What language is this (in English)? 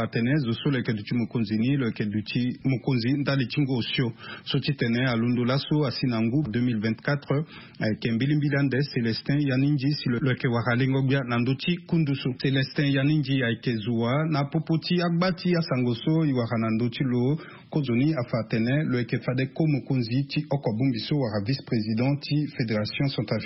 Sango